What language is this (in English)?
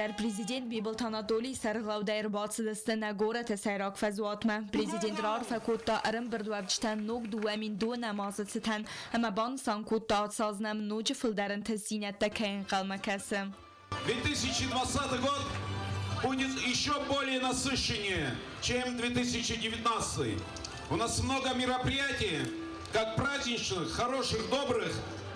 Ossetic